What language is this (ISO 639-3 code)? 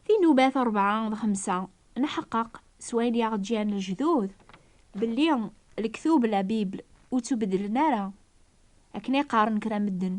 kab